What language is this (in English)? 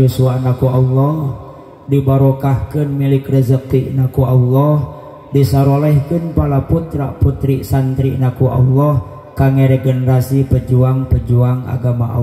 Sundanese